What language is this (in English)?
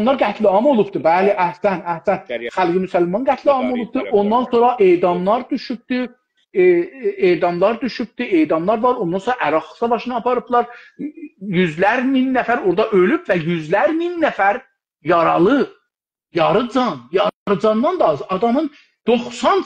South Azerbaijani